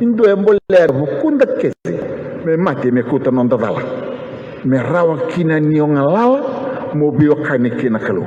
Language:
Fijian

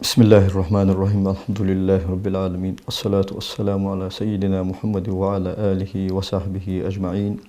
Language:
Ingush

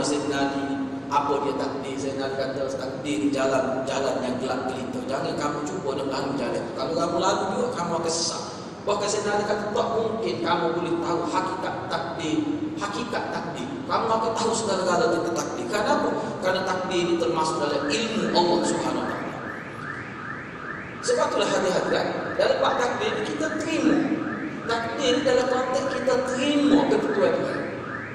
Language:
Malay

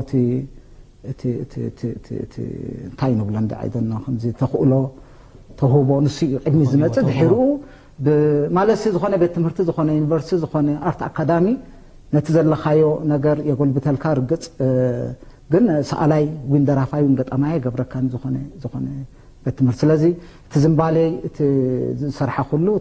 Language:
Tigrinya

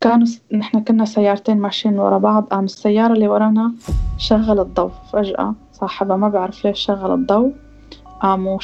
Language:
North Levantine Arabic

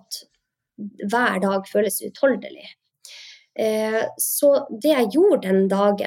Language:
Norwegian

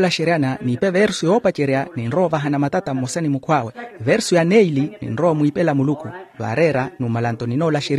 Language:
Makhuwa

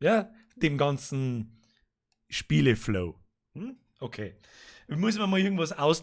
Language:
Bavarian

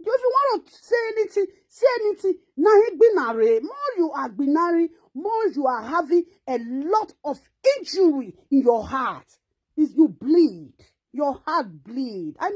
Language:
Nigerian Pidgin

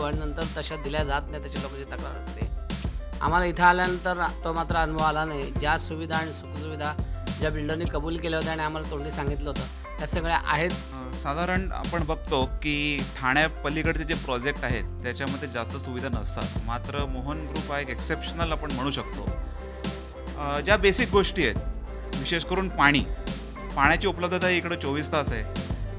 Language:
Marathi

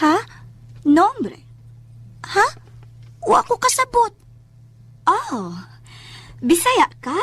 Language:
Cebuano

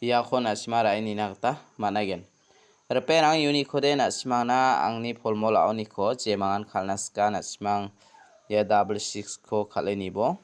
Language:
Garo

